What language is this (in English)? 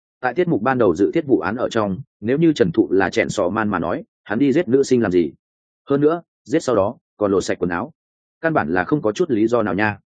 Vietnamese